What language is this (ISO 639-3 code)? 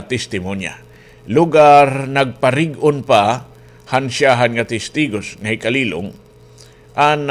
war